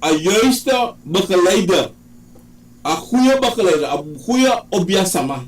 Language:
Sranan Tongo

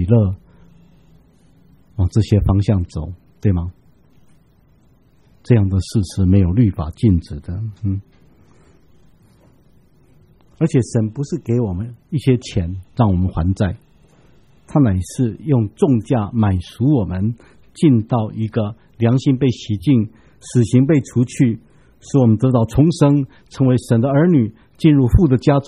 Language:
Chinese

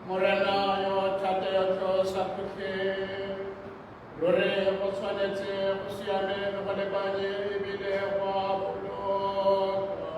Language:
Tswana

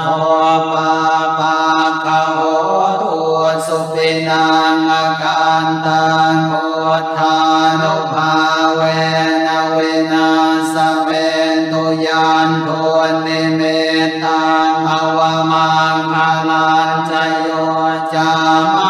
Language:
Pali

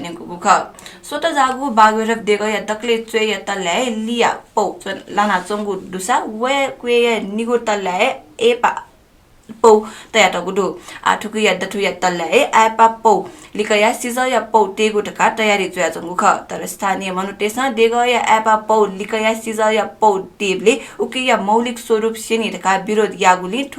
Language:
Newari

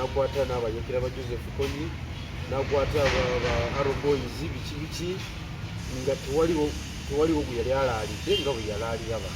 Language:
Ganda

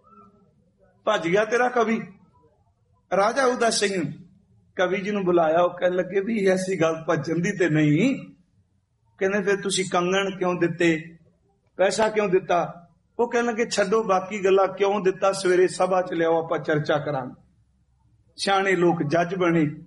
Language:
Punjabi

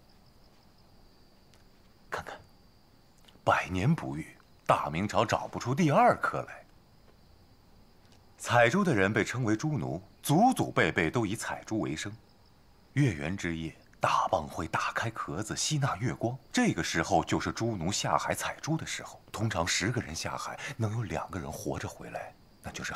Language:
Chinese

